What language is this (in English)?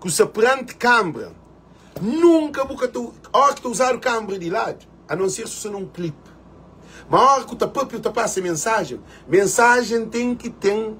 Kabuverdianu